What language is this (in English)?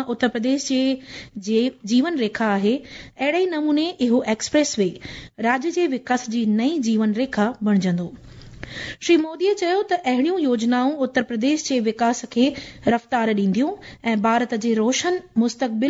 Sindhi